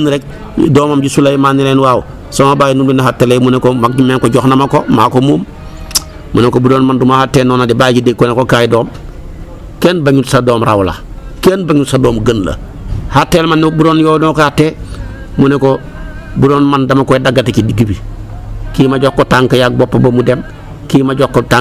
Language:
Wolof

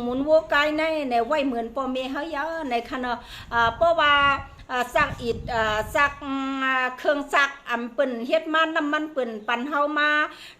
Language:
Shan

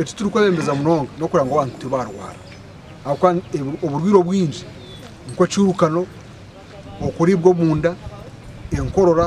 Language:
Nyankole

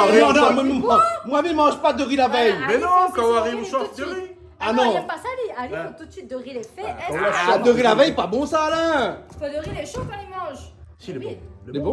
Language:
Réunion Creole French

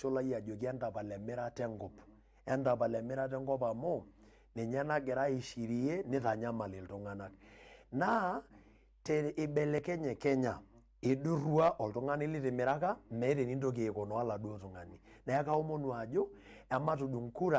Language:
Masai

